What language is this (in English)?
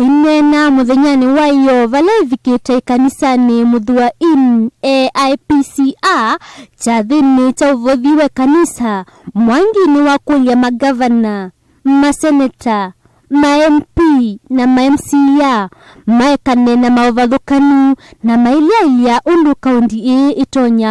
Kamba